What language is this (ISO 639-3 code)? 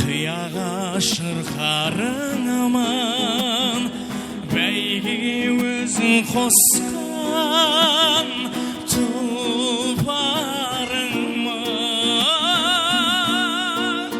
kaa